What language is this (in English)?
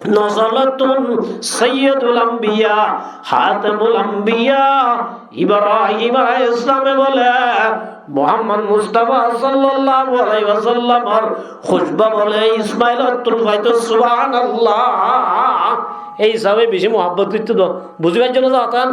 Rohingya